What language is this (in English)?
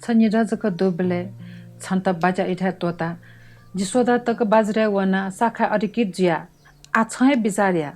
Newari